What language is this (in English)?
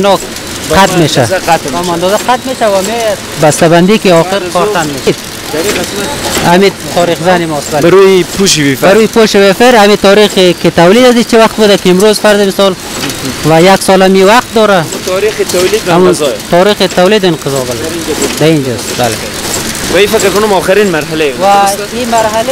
Persian